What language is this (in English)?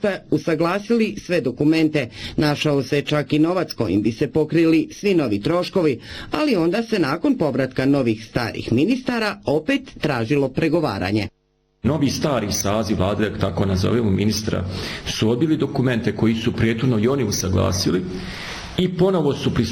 Bosnian